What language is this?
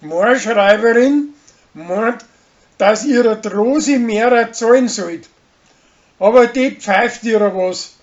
Bavarian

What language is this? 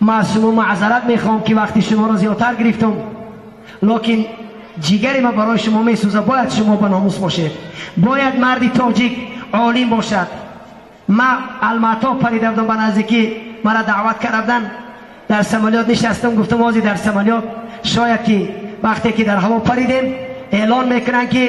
Tajik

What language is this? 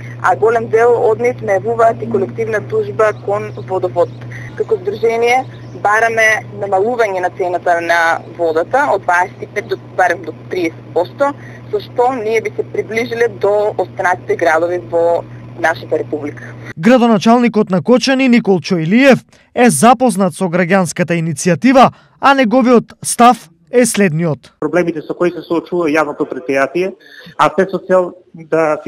Macedonian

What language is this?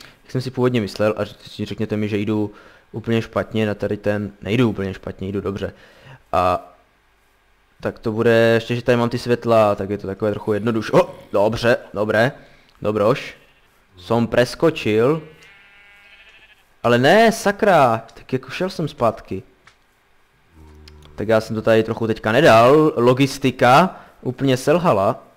Czech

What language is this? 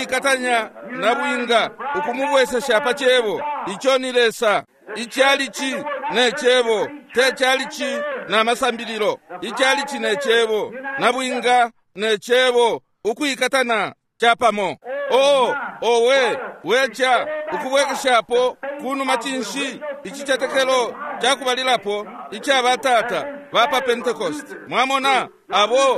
Bemba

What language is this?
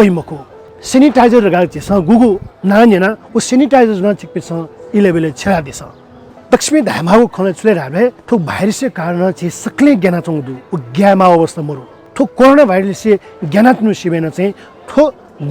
Newari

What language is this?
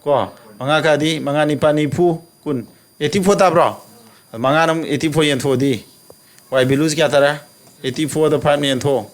Manipuri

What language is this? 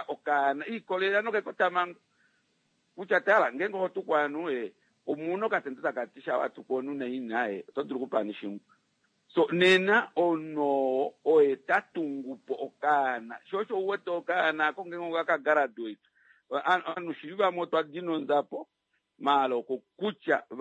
Kuanyama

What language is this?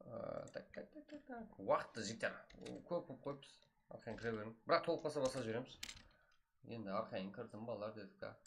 Kara-Kalpak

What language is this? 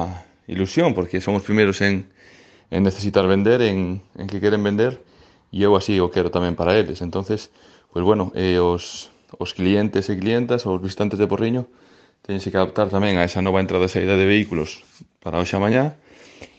Galician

